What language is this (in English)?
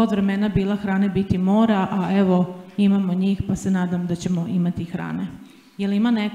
Serbian